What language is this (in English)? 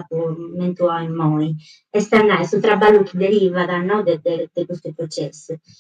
Sardinian